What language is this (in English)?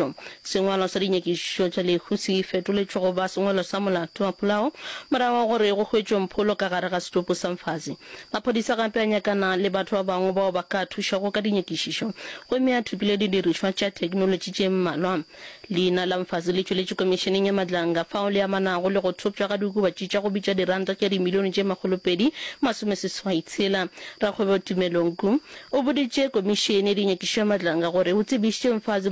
Northern Sotho